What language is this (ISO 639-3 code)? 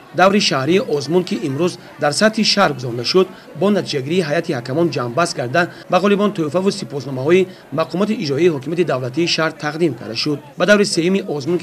tgk